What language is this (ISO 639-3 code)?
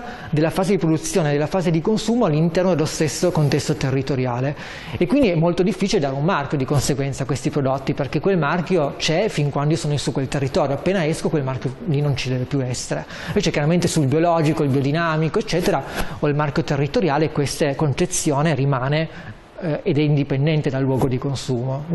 ita